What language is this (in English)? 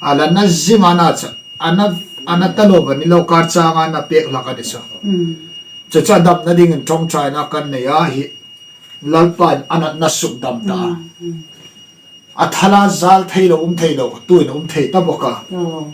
Hmar